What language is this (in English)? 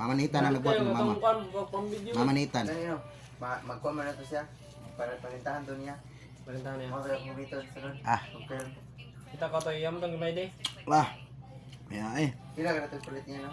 Cebuano